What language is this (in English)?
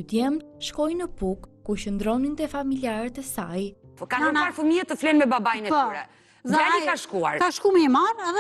Albanian